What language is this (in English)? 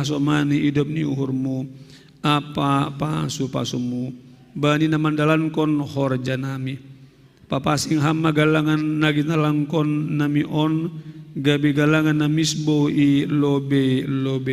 Batak Simalungun